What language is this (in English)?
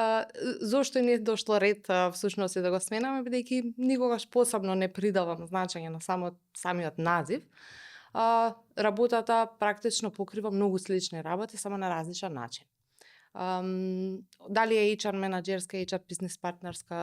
Macedonian